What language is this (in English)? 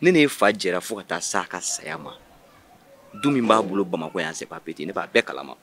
Bambara